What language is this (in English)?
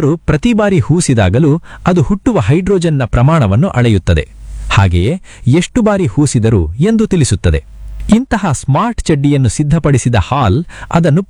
Kannada